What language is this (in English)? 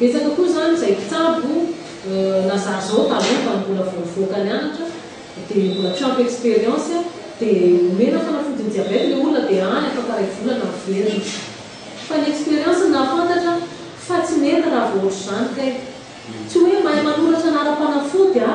Malagasy